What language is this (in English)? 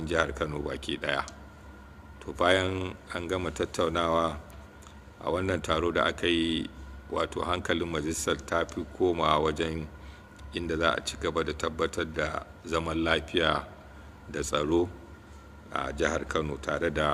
Hausa